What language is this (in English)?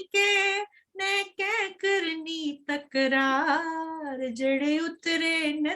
Dogri